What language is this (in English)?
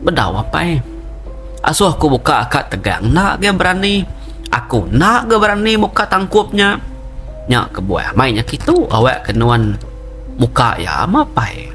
Iban